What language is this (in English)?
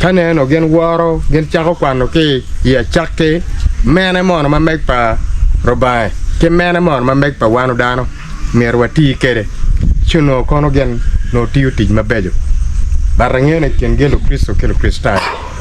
Acoli